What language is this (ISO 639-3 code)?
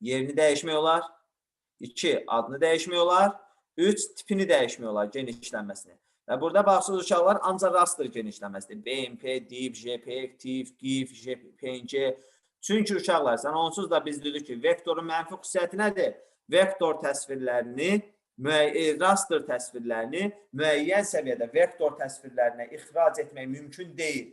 aze